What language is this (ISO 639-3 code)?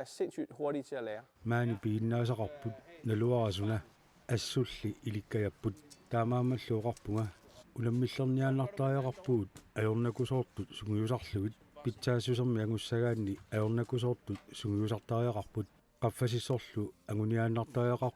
kal